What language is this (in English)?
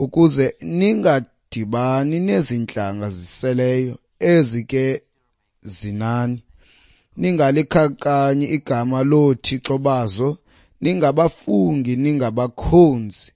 Xhosa